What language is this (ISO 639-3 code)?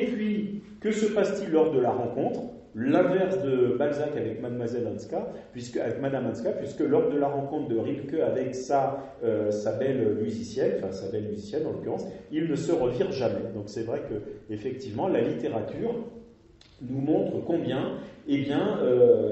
fra